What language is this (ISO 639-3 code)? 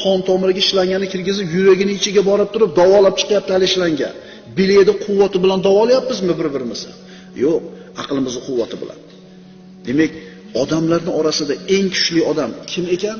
uzb